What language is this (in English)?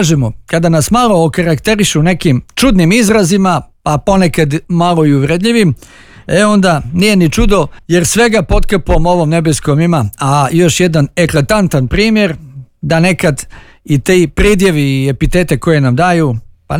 Bosnian